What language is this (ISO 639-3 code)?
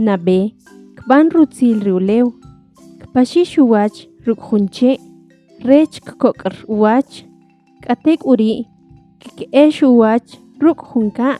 quc